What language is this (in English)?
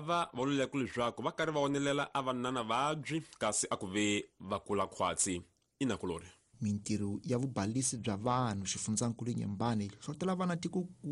Tsonga